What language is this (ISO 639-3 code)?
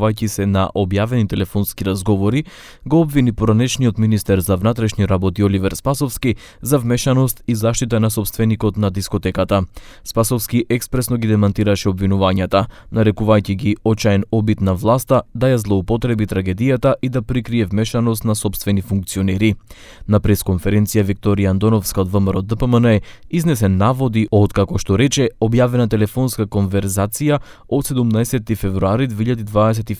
mkd